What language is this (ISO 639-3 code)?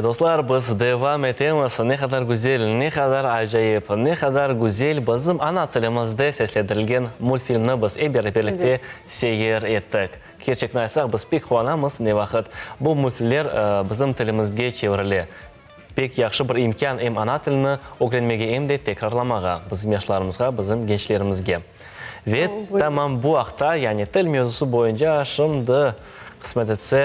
crh